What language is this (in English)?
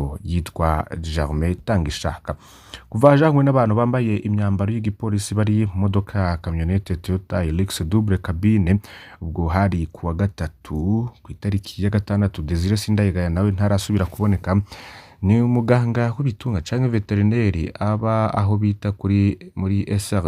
Rundi